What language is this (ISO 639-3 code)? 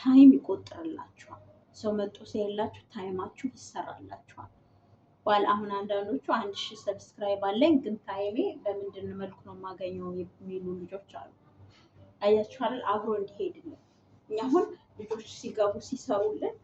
amh